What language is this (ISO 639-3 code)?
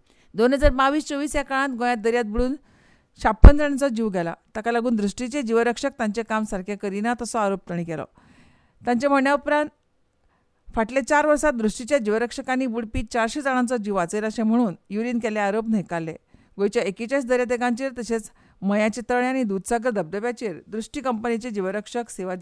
kok